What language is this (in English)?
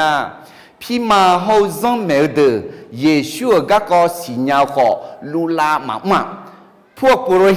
Akha